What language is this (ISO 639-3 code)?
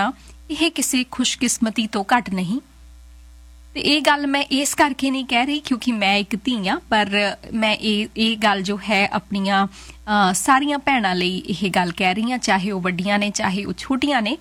pan